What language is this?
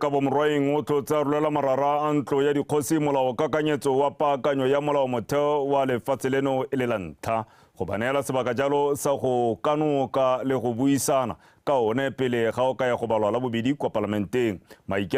Tswana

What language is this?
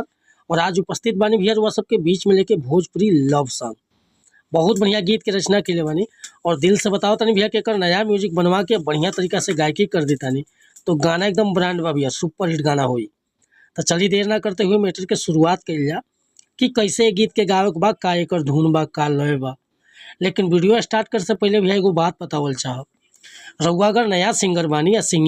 Bhojpuri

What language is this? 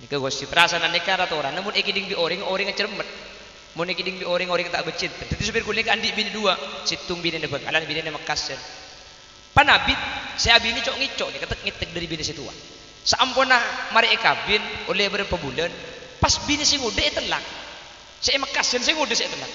Madurese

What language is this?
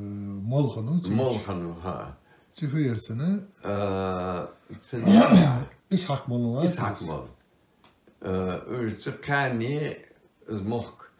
Ingush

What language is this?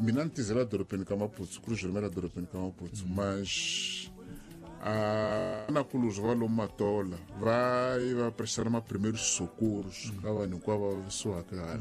Tsonga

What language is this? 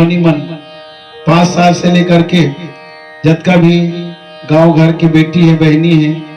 Chhattisgarhi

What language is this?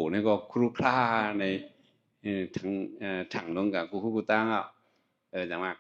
Shan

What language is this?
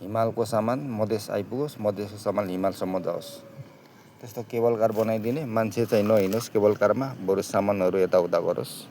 Nepali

